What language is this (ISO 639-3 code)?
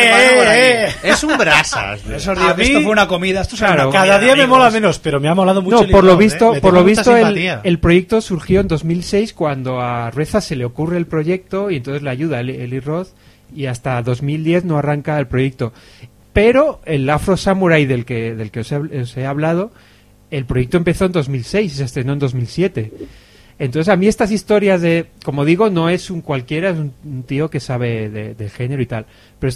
spa